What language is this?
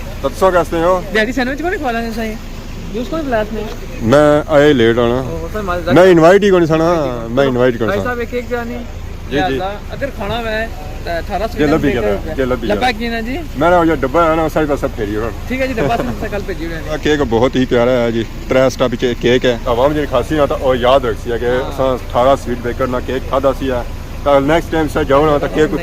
Pahari-Potwari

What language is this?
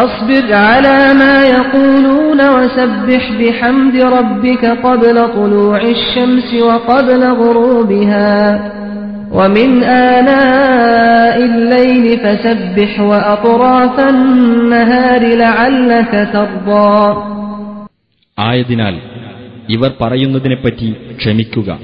Malayalam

